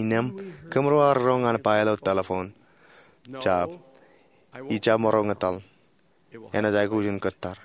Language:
Marshallese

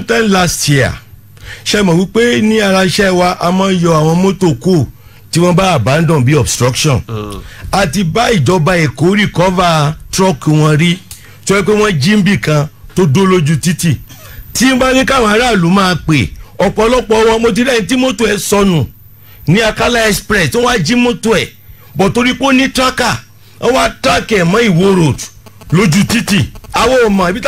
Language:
Yoruba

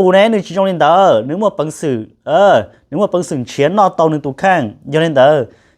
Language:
Hmong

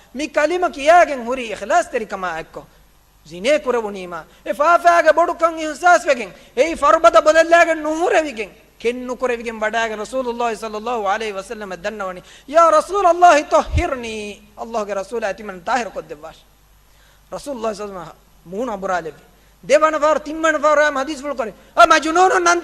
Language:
Divehi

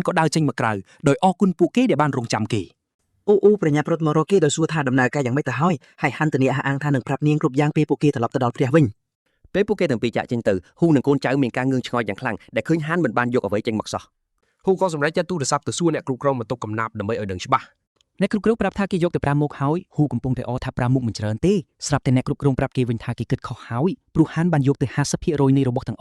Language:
Khmer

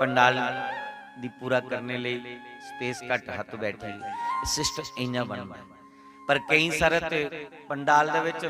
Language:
Dogri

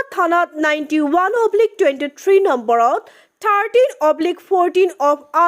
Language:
Assamese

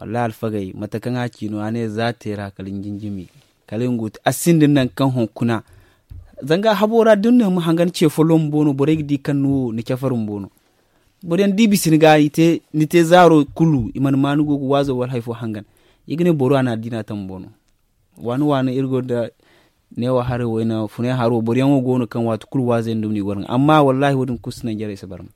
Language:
Zarma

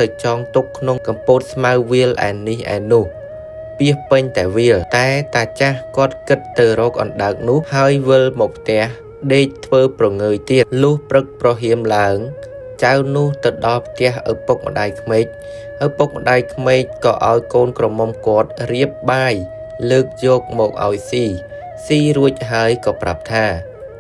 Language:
Khmer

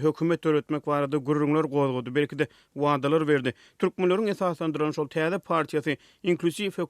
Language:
Turkmen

